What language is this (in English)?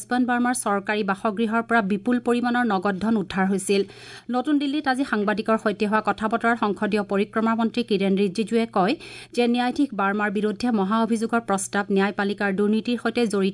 Assamese